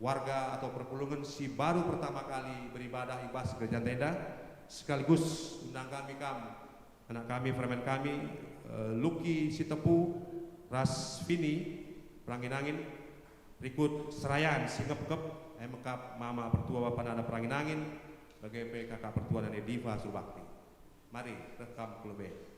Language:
Batak Karo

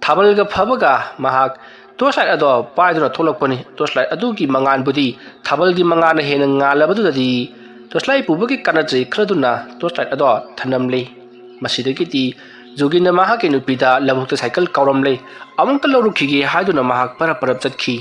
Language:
Manipuri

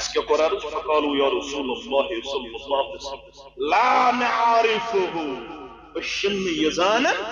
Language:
Kashmiri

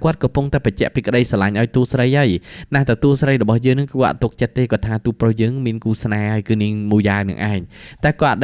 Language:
Khmer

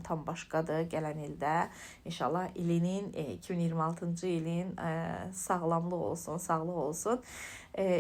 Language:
Azerbaijani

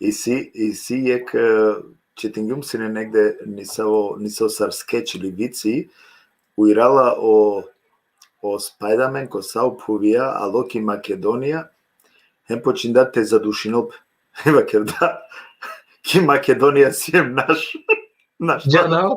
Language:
Balkan Romani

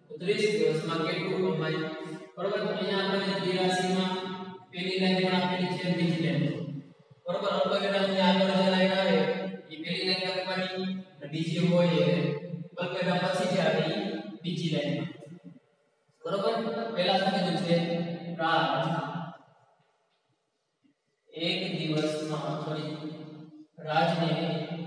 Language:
Gujarati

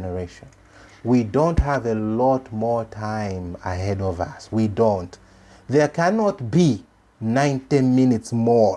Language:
English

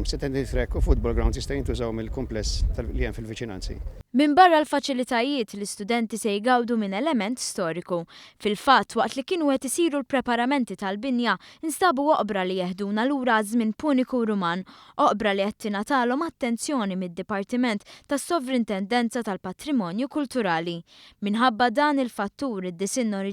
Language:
Maltese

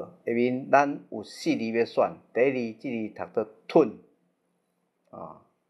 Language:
Min Nan Chinese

